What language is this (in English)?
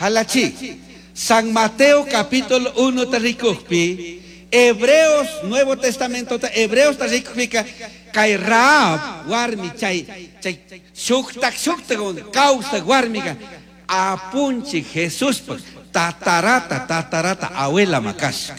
Chimborazo Highland Quichua